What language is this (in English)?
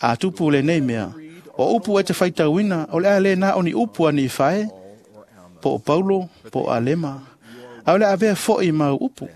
Samoan